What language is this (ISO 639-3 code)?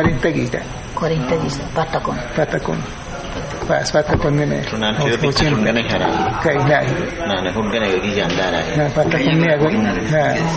kwi